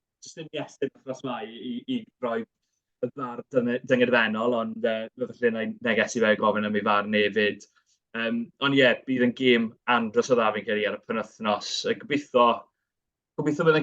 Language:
Welsh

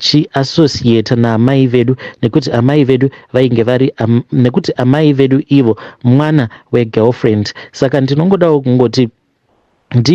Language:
Shona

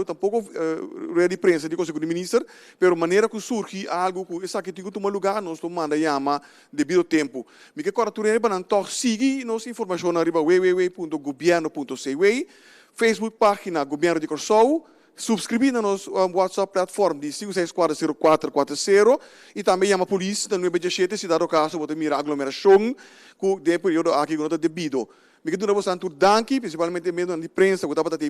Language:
Papiamento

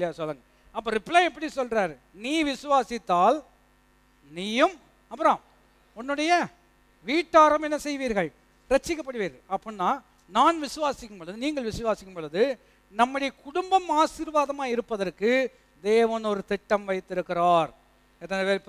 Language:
Tamil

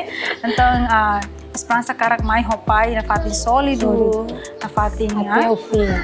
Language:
Tetum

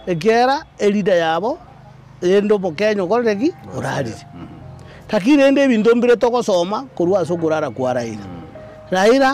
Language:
Gusii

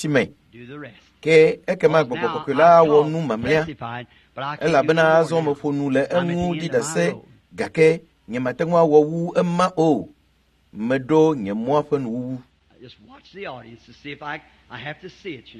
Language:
Ewe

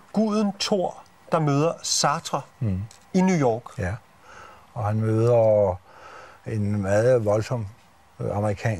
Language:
Danish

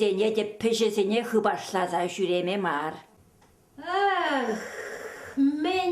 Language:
Chuvash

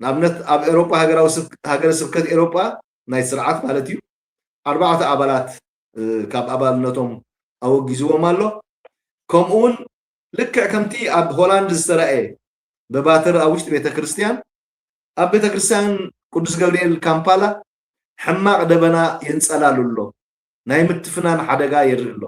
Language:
Tigrinya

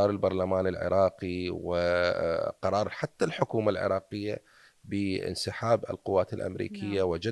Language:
Mesopotamian Arabic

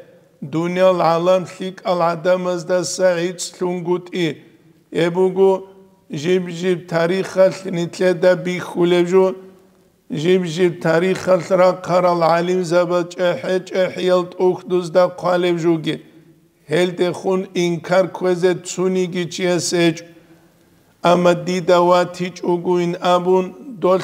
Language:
Avaric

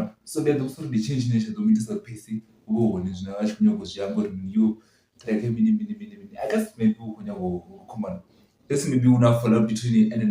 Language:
Venda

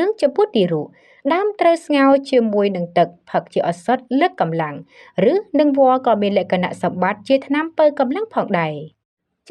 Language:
Khmer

